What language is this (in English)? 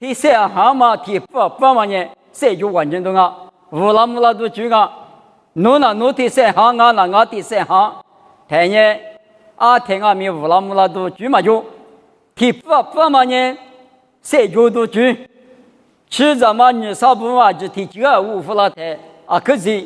Lisu